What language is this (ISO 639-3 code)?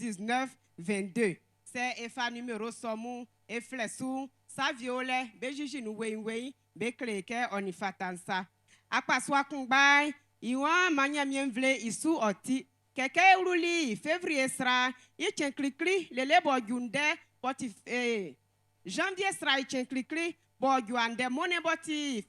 bci